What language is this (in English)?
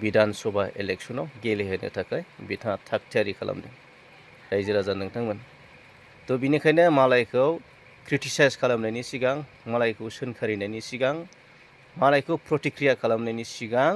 Bodo